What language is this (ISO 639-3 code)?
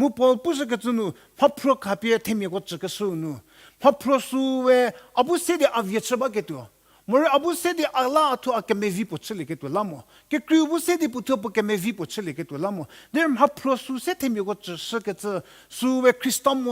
njm